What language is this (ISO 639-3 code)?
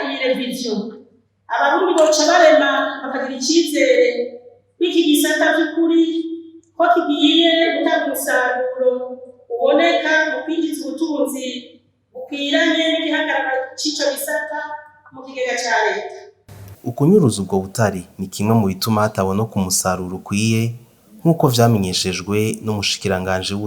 run